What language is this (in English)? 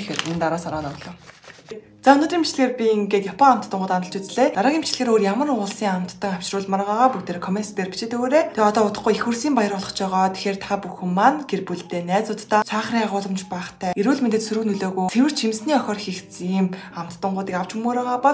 Mongolian